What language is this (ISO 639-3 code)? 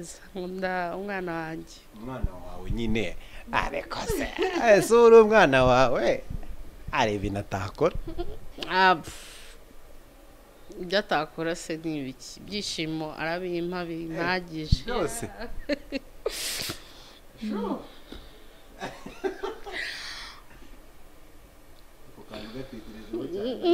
kin